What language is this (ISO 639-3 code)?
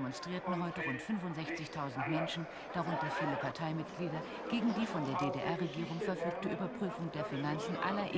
deu